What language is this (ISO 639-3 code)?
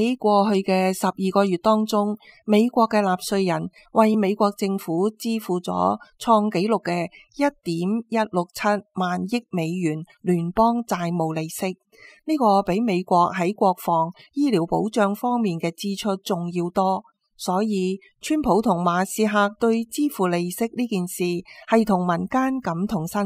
yue